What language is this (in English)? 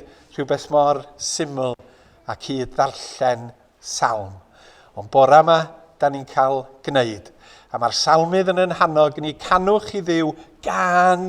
Welsh